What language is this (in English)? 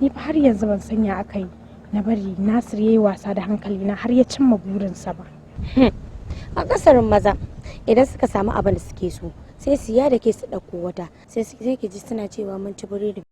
Hausa